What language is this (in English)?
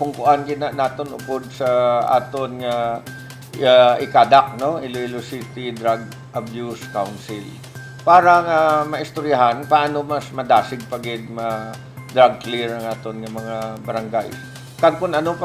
Hiligaynon